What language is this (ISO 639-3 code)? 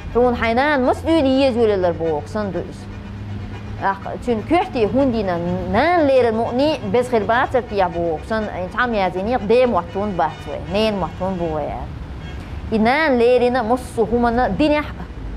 che